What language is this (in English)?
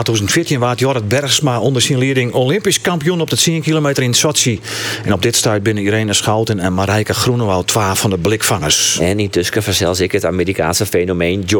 Western Frisian